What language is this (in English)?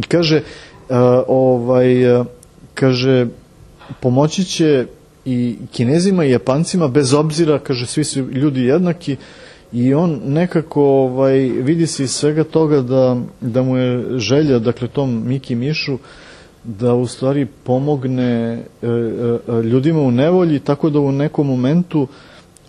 Serbian